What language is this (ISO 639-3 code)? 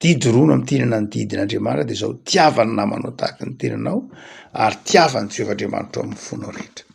mlg